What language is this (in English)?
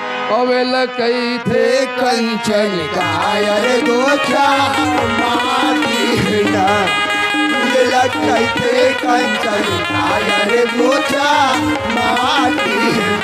Chhattisgarhi